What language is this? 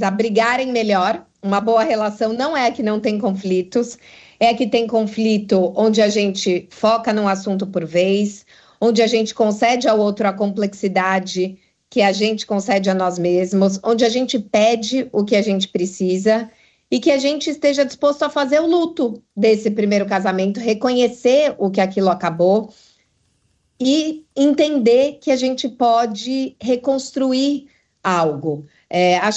Portuguese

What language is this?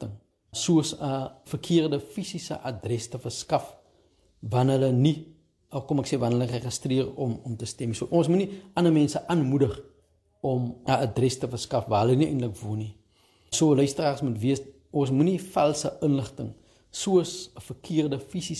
Afrikaans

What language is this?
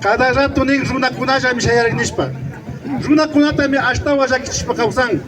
Imbabura Highland Quichua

